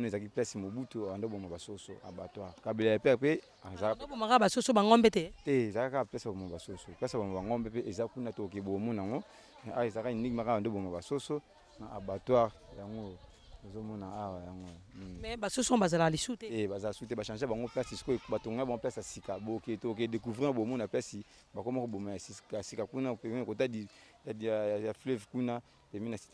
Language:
Lingala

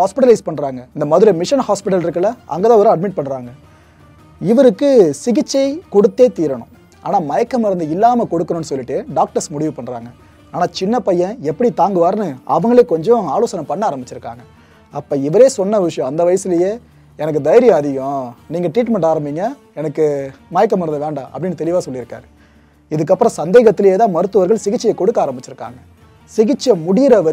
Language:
Tamil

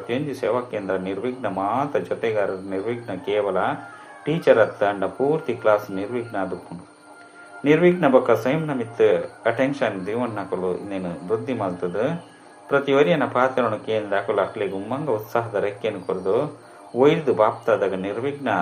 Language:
Tulu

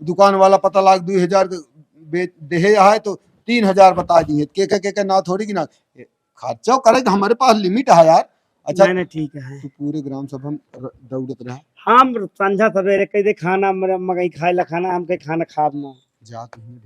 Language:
Awadhi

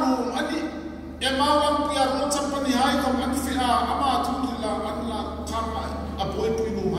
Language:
Hmar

